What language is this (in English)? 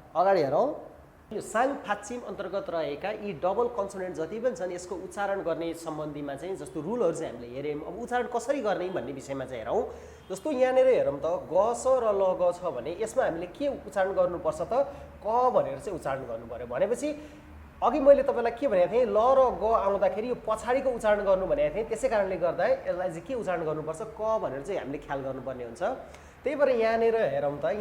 Nepali